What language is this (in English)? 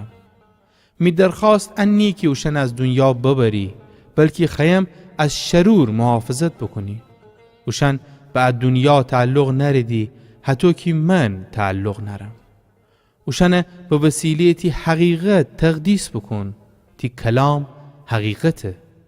Gilaki